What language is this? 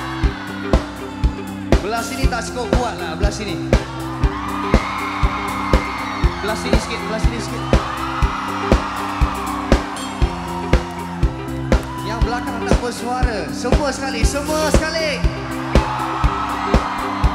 Malay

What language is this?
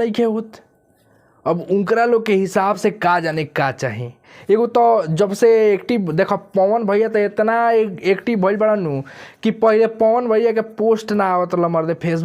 Bhojpuri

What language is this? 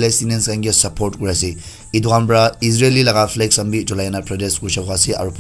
Naga Pidgin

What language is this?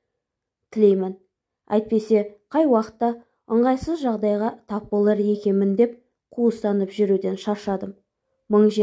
Kazakh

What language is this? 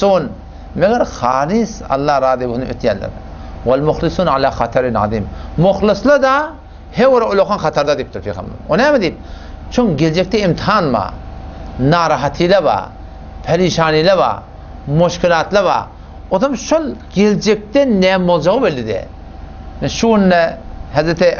Turkmen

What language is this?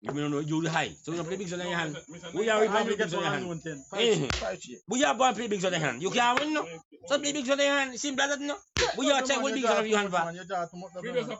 Jamaican Creole English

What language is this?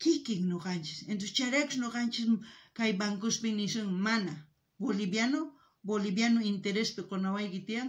South Bolivian Quechua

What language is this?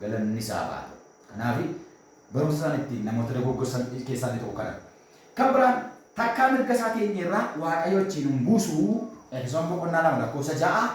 Oromo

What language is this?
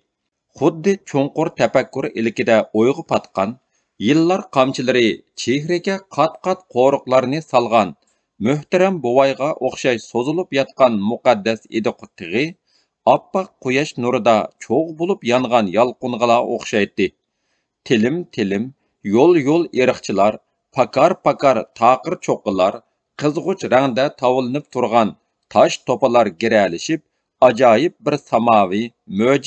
Uyghur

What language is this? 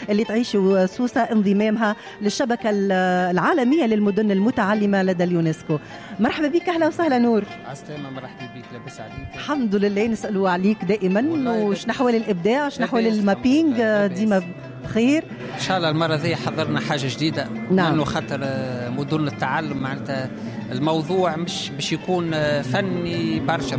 Tunisian Arabic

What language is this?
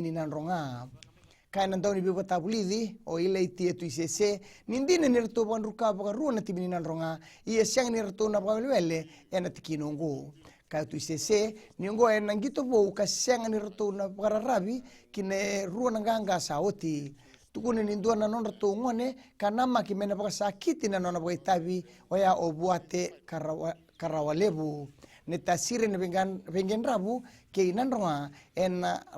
Fijian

